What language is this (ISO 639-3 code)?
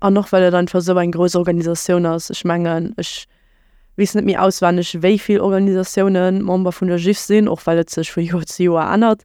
ltz